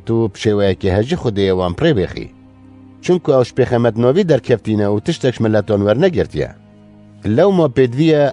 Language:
Kurdish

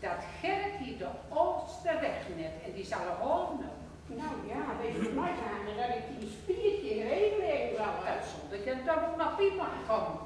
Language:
Gronings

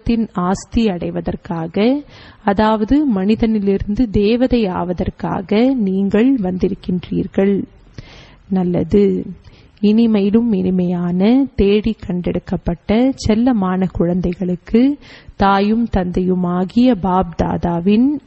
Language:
Tamil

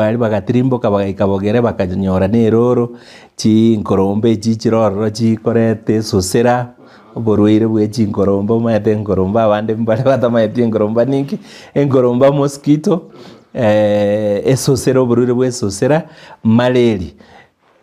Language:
Gusii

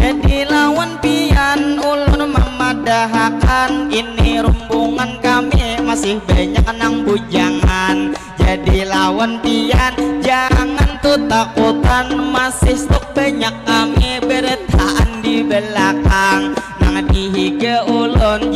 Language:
Banjar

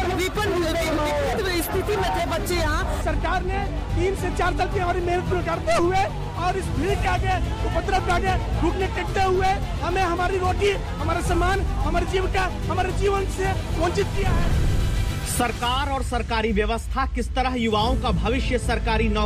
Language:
Hindi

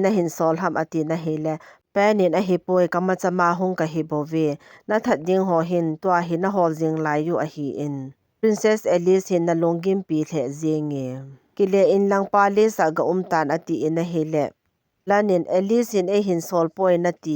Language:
Thado Chin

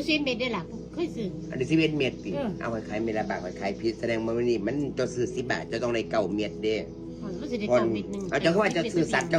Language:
Northeastern Thai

